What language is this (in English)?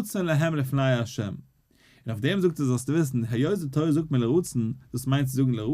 Yiddish